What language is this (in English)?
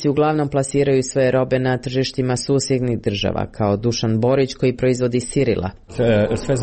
Serbian